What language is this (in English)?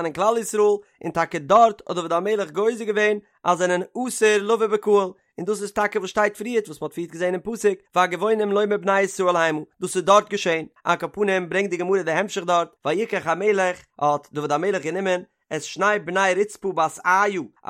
Yiddish